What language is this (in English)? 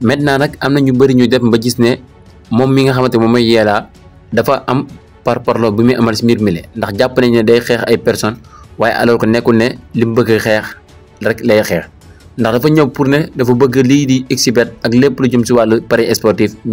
Wolof